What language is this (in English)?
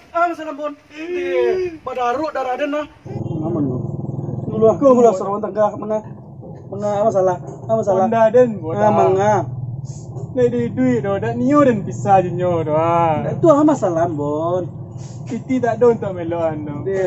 Minangkabau